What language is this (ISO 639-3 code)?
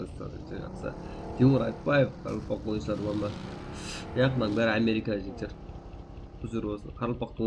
kaa